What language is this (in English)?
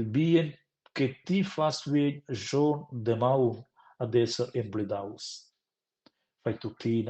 Romansh